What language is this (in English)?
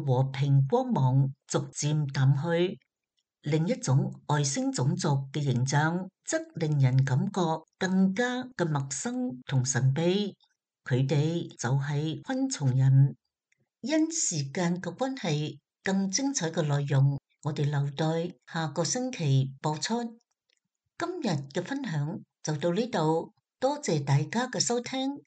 Cantonese